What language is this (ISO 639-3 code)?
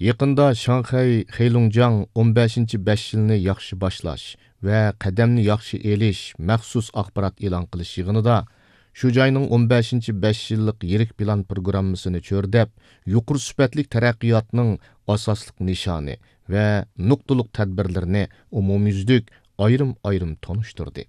uig